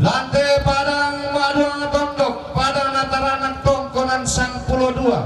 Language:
Toraja-Sa'dan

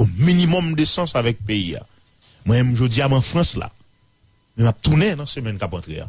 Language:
Haitian Creole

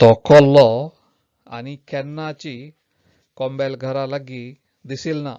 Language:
Konkani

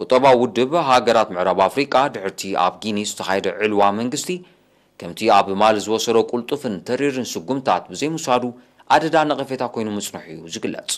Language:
Tigrinya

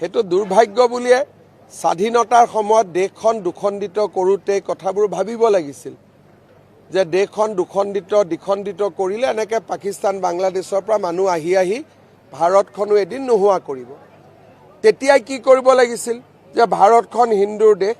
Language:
Assamese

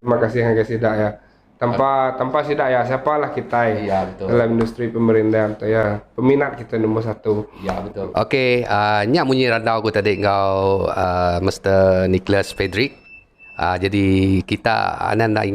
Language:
Iban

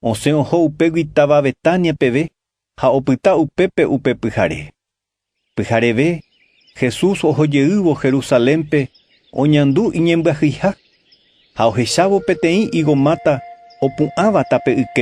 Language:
Guarani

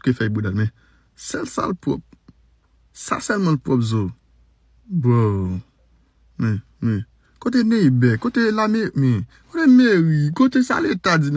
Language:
Haitian Creole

